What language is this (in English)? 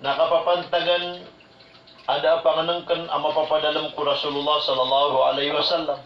Maranao